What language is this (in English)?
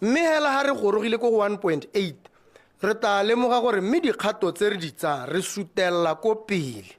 Tswana